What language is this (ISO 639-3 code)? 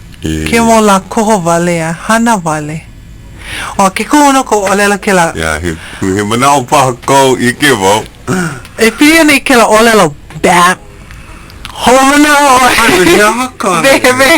haw